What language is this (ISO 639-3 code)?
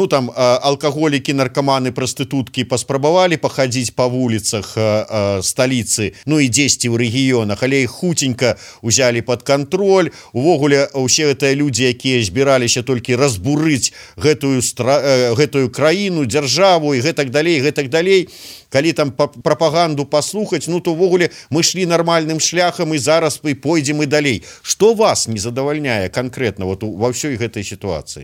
bel